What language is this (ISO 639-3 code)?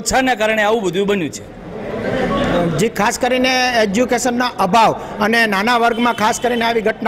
guj